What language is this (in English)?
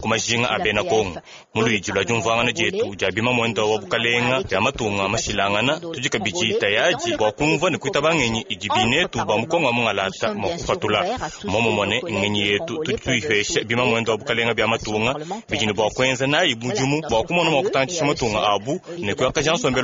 Luba-Lulua